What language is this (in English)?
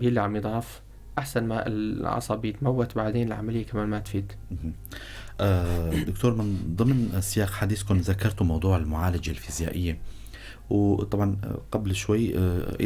North Levantine Arabic